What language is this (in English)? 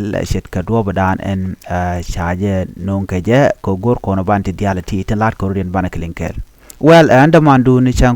Nuer